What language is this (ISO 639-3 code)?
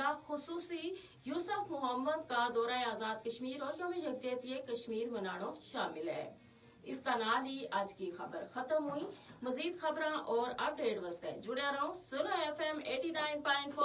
gju